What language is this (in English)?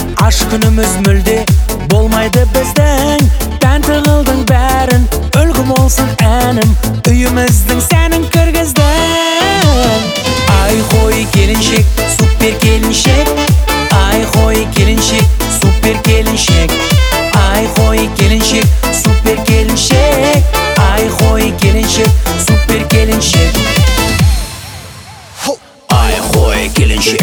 Kazakh